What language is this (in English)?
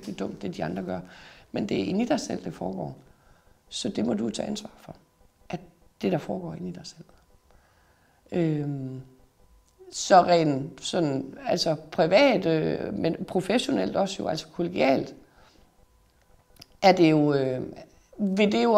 Danish